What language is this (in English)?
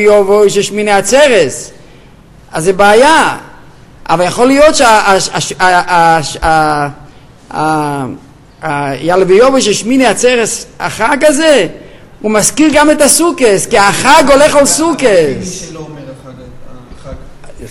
Hebrew